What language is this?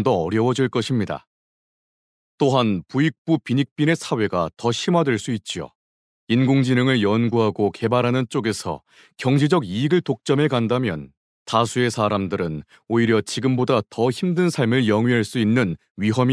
Korean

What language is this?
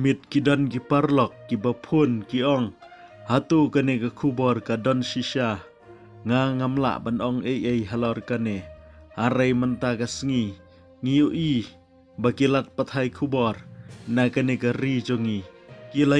Khasi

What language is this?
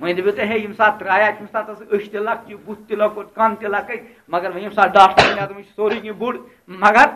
Kashmiri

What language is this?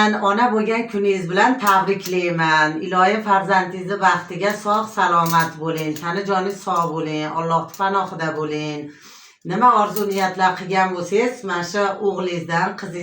Uzbek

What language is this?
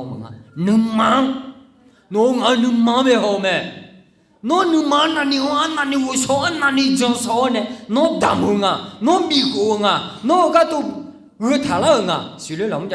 Akha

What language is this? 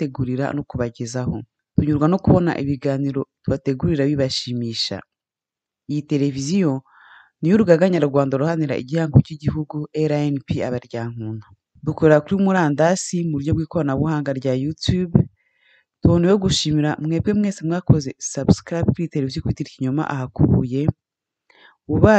Kinyarwanda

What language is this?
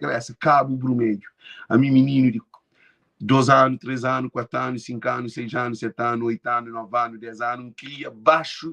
Kabuverdianu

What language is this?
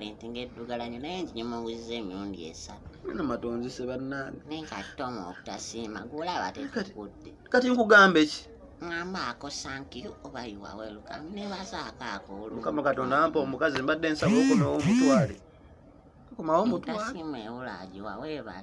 Ganda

